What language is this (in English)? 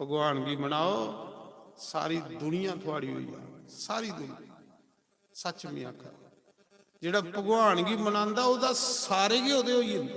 Dogri